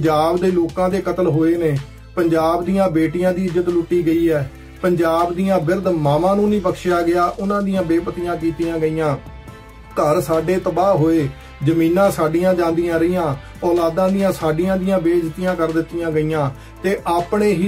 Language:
Punjabi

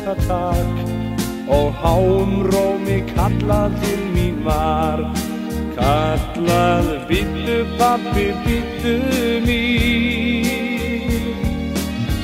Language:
Icelandic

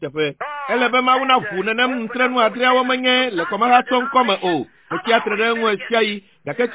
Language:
Ewe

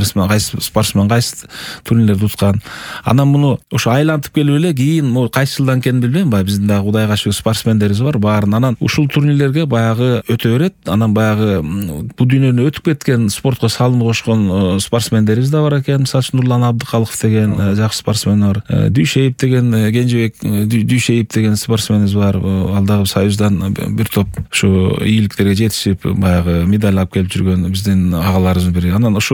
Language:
Kyrgyz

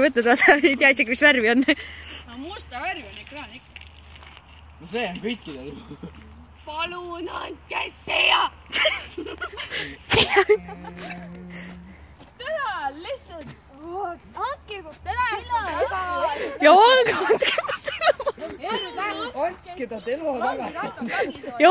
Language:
Estonian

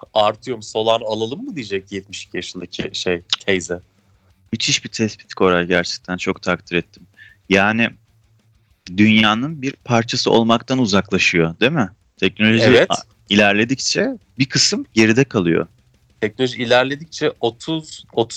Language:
Turkish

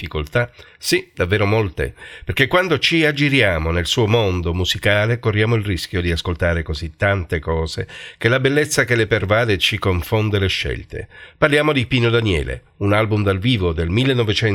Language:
Italian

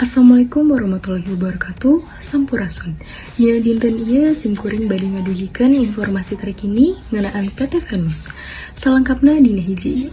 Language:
Sundanese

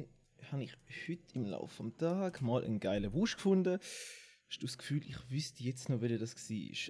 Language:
Swiss German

